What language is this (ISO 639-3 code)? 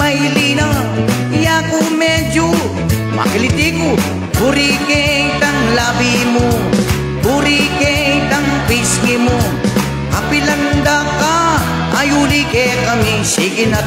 pam